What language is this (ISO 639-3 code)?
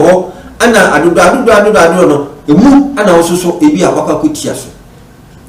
aka